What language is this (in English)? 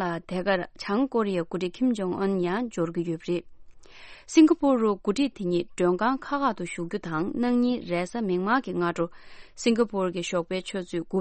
Tibetan